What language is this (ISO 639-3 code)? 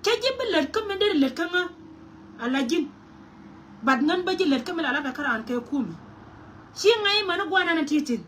nus